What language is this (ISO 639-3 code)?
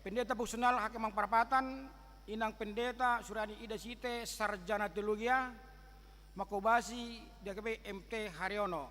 bbc